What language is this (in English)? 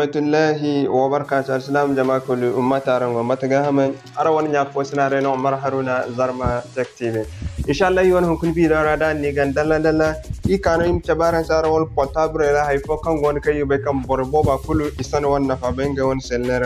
Zarma